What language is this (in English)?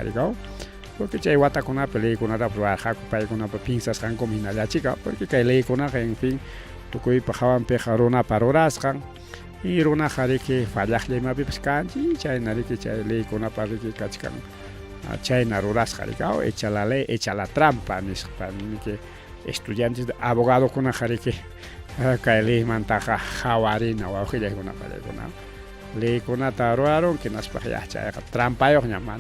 Ayacucho Quechua